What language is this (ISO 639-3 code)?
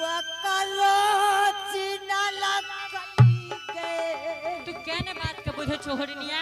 anp